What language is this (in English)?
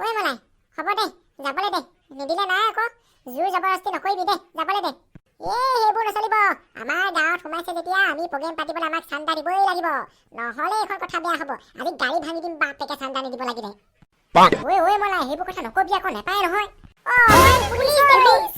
Assamese